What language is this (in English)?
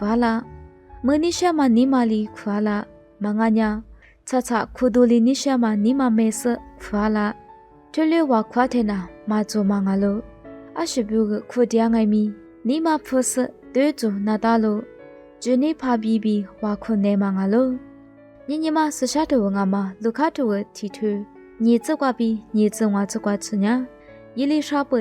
Lisu